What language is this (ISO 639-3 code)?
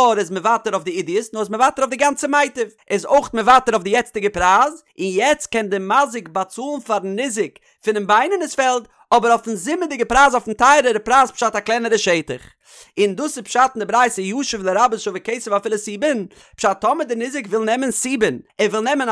yid